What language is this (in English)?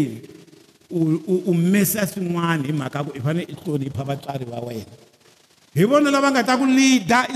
Tsonga